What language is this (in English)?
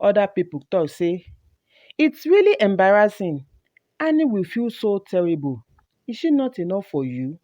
Nigerian Pidgin